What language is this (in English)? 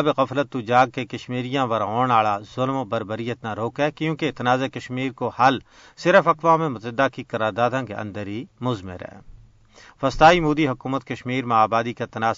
Gujari